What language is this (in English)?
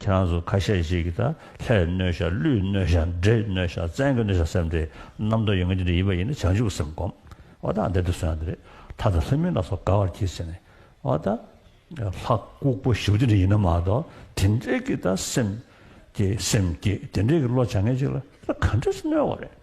Tibetan